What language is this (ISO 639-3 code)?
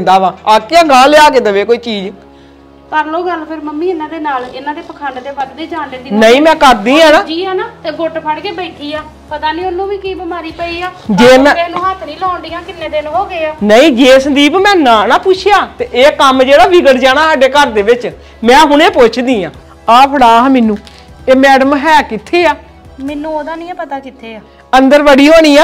pan